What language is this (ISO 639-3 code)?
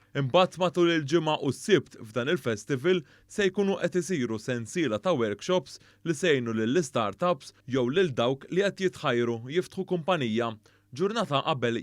mlt